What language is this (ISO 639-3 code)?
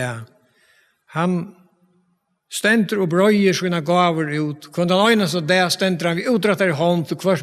fao